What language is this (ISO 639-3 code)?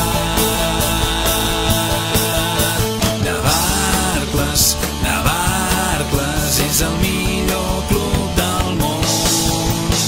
cat